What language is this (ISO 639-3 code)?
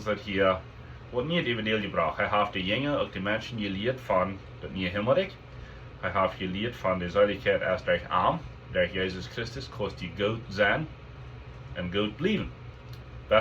pdt